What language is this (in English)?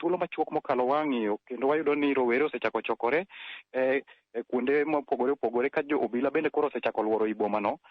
Luo (Kenya and Tanzania)